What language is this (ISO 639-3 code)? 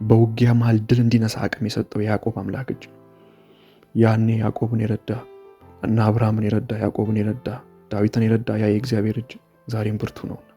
amh